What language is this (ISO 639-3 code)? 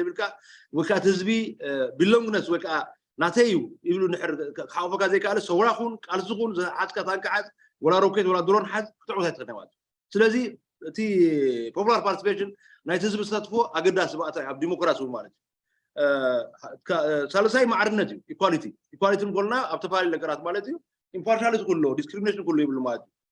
tir